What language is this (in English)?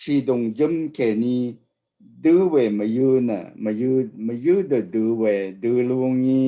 Rawang